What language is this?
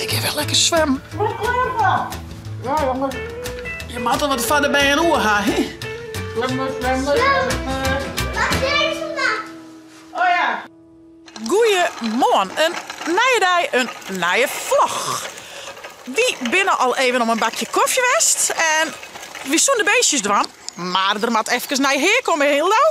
Western Frisian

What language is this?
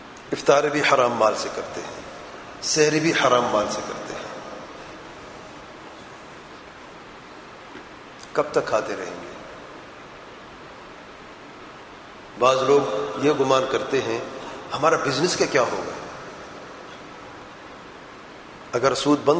Urdu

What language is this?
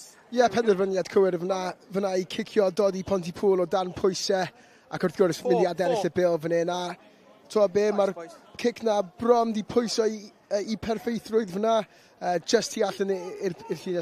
Welsh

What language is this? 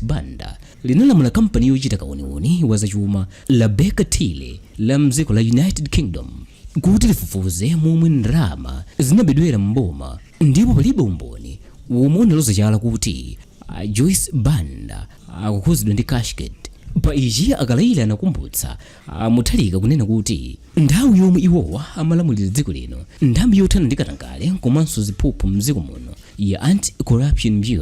Nyanja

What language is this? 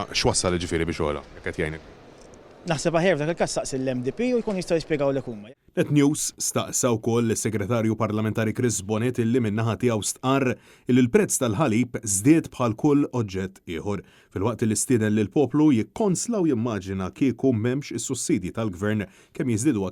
Maltese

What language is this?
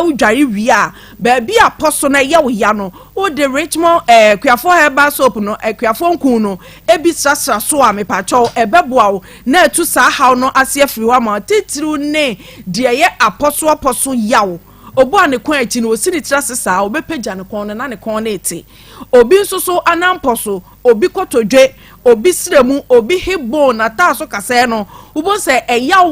Akan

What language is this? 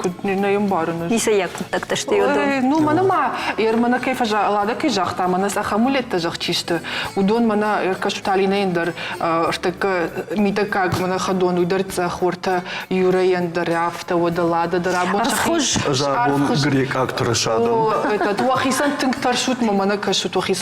Ossetic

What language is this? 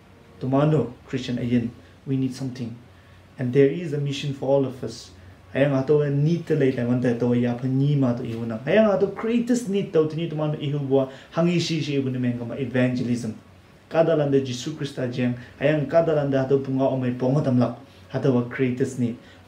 Konyak Naga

